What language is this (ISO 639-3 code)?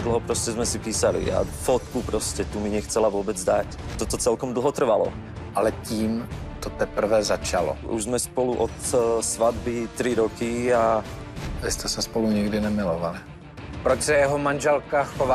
ces